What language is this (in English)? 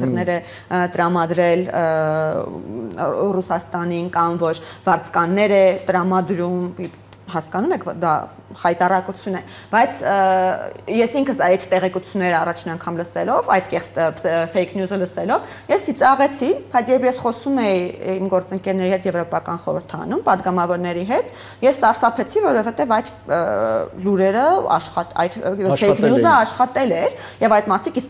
Armenian